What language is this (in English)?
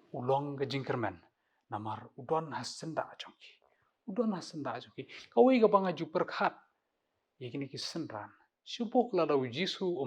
Khasi